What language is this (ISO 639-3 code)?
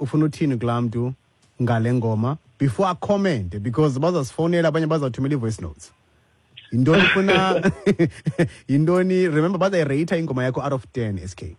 xho